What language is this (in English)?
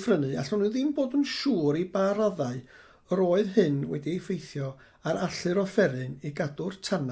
Welsh